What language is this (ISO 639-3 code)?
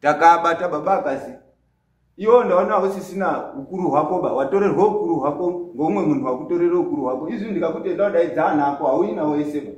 sna